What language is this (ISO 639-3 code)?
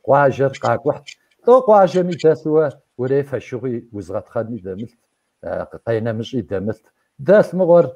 kbd